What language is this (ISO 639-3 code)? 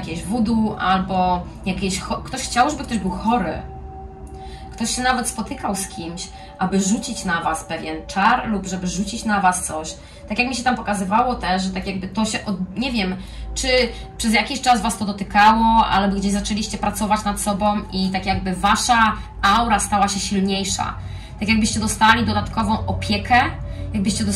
pol